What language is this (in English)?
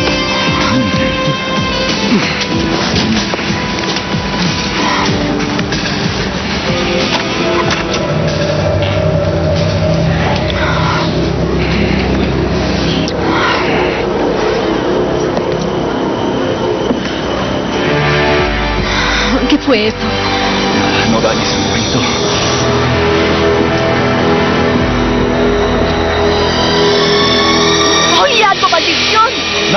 Spanish